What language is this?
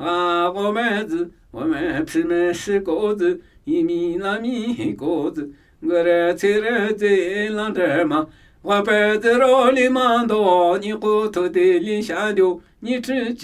Namuyi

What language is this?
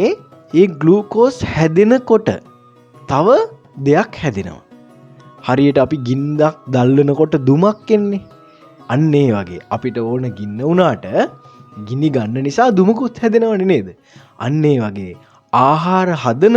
Sinhala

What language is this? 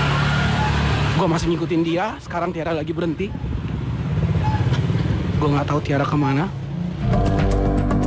Indonesian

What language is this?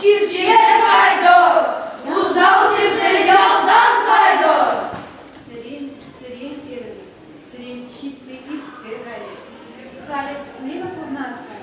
Chuvash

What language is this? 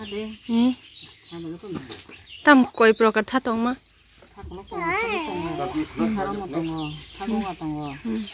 Kok Borok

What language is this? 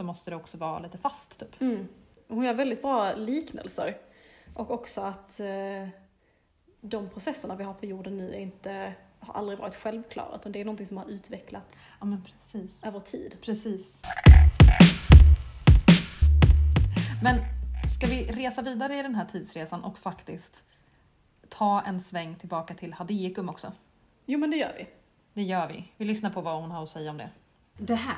Swedish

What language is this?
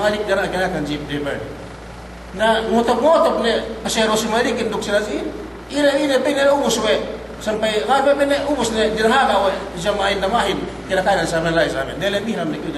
Yakan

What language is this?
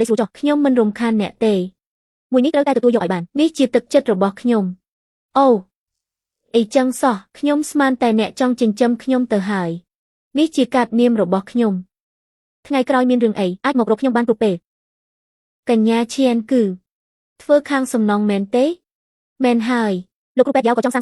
Khmer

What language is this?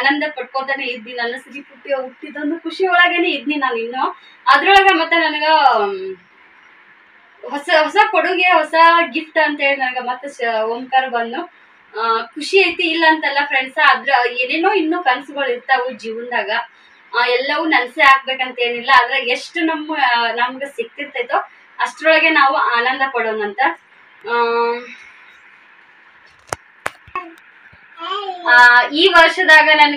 Kannada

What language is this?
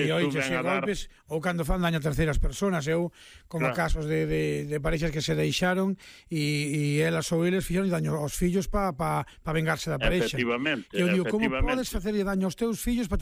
Galician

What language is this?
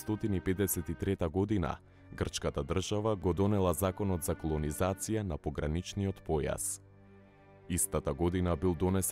Macedonian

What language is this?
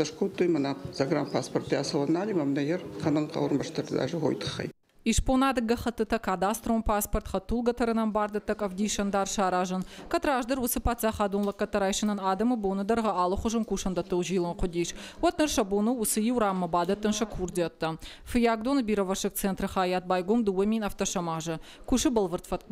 Ossetic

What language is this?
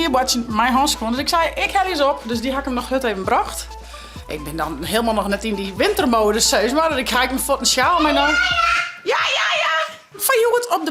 Western Frisian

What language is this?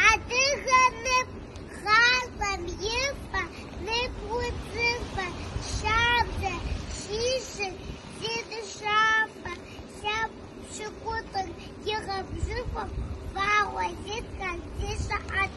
Kabardian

